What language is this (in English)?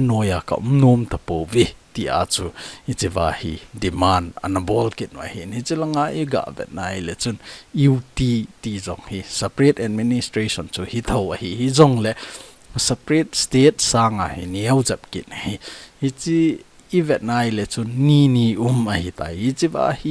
Thado Chin